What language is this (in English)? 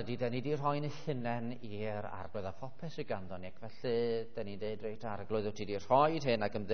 Welsh